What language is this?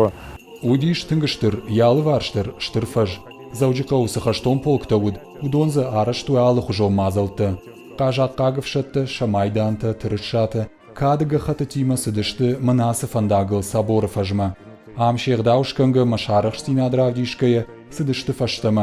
Ossetic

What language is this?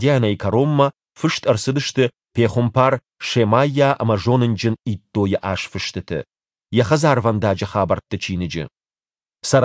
Ossetic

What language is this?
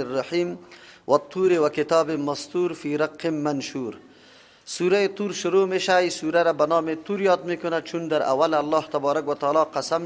Persian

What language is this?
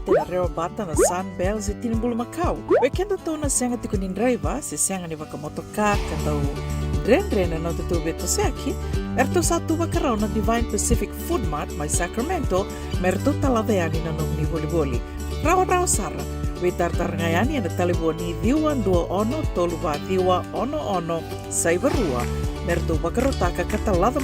Fijian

